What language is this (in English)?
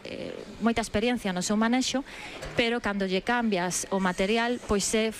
Galician